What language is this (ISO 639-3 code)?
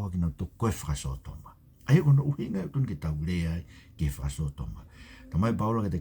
ton